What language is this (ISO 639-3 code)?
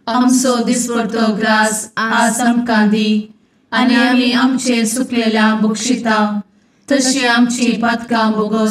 kok